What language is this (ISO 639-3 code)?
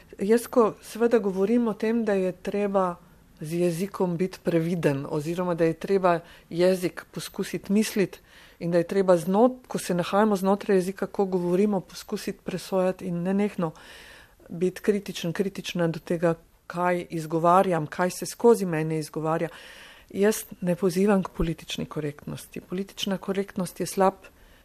slv